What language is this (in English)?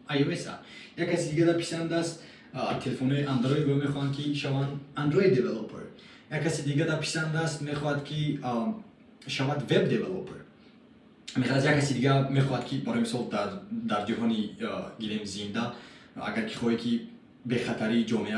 Tajik